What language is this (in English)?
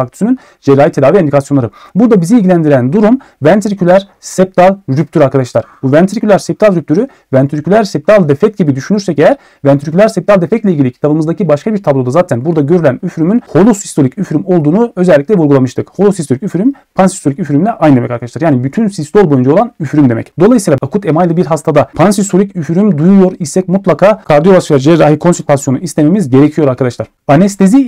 Turkish